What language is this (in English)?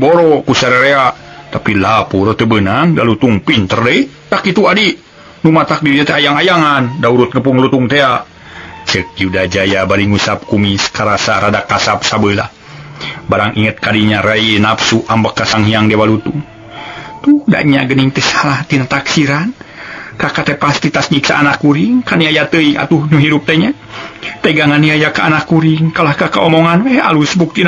Sundanese